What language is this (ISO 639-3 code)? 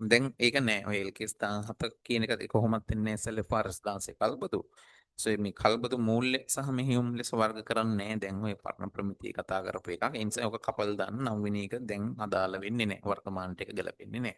sin